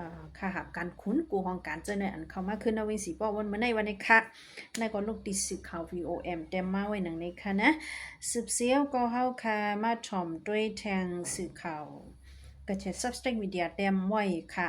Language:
Shan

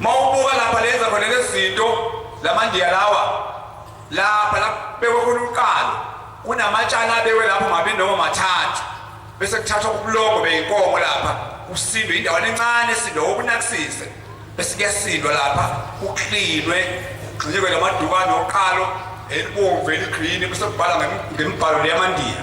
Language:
Zulu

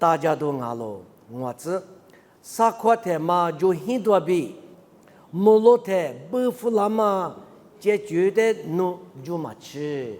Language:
Lisu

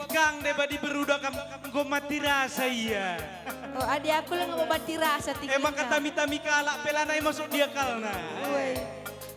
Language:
Batak Karo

